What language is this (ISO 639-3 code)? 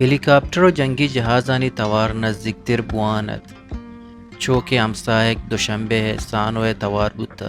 bal